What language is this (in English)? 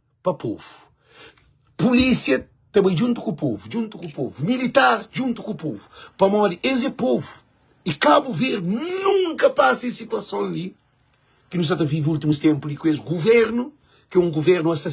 Kabuverdianu